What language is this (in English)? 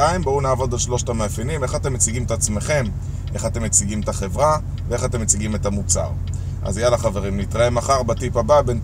Hebrew